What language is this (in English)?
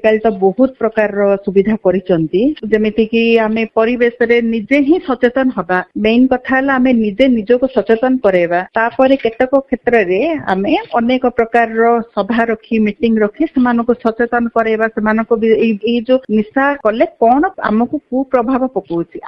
Odia